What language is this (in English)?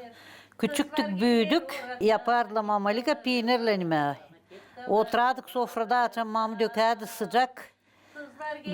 Gagauz